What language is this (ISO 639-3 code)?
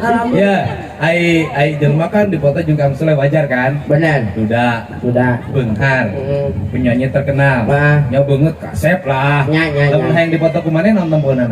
sun